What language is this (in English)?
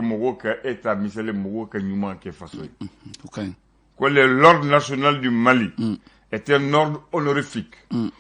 Bambara